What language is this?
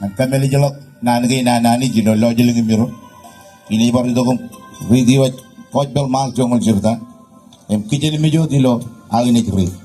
Marshallese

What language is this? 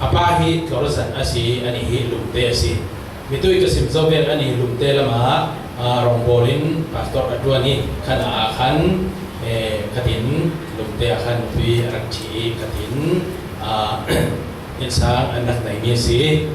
Falam Chin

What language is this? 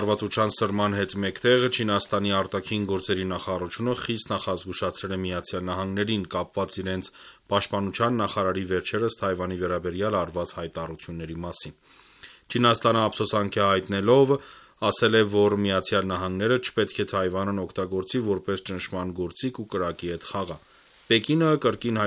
Armenian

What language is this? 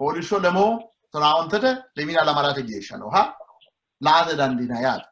Sidamo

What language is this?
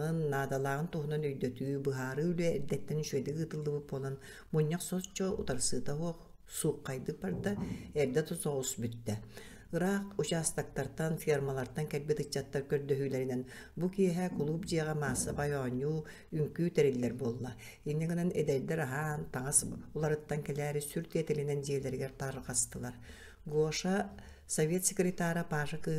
Yakut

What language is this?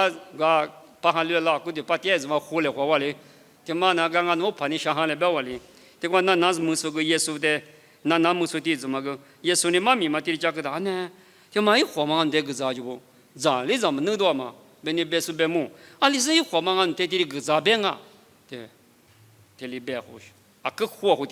Lisu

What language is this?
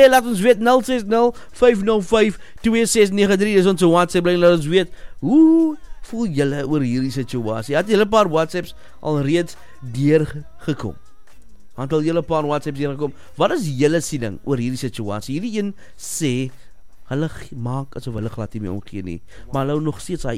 Afrikaans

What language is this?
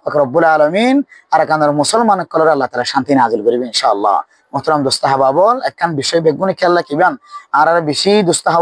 Rohingya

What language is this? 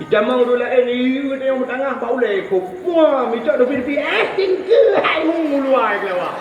Achinese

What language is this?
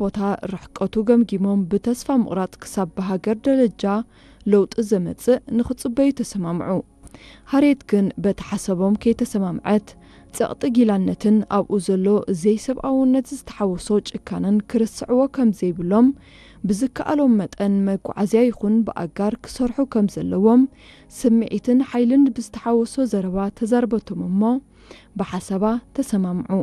Tigrinya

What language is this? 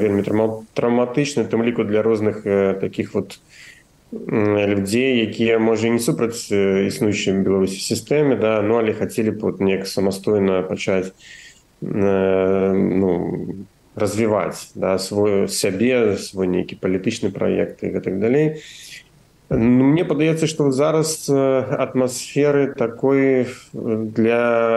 Belarusian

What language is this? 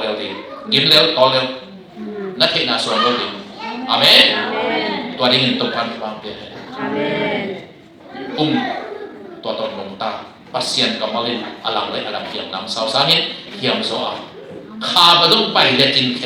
Tedim Chin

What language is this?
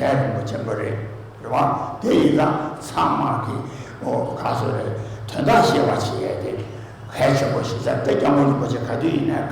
Tibetan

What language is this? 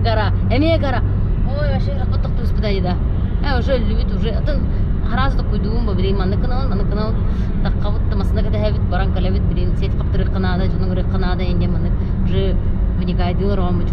Yakut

